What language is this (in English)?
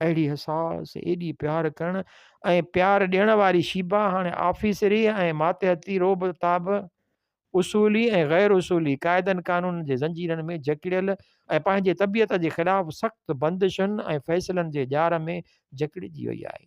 Sindhi